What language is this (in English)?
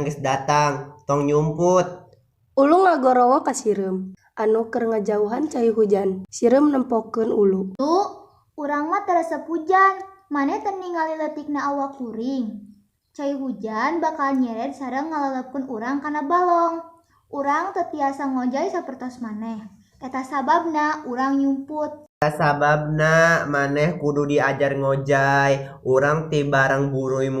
Sundanese